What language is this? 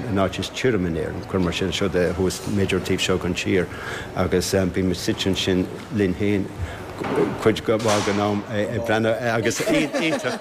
Irish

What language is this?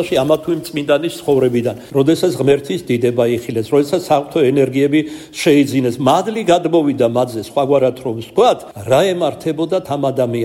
Georgian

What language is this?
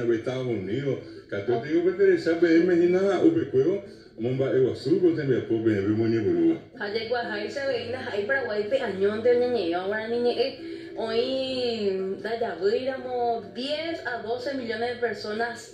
Guarani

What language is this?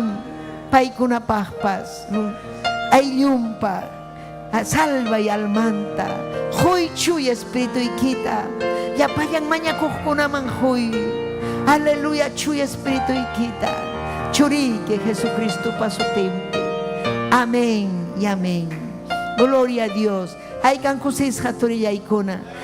Ayacucho Quechua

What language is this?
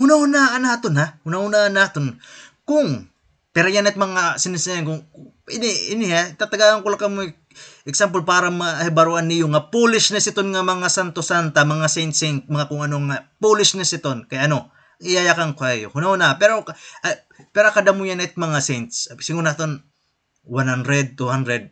Waray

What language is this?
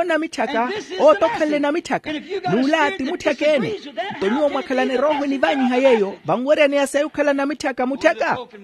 Makhuwa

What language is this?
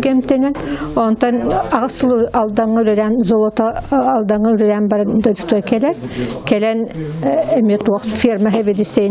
Yakut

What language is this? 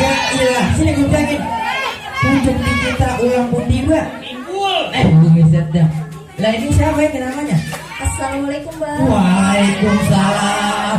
Betawi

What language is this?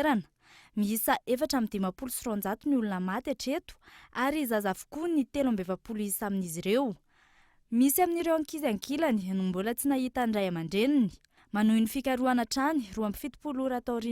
Malagasy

